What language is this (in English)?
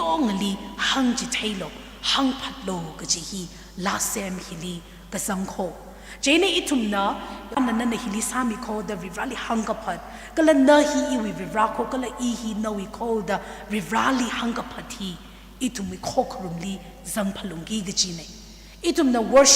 Tangkhul Naga (India)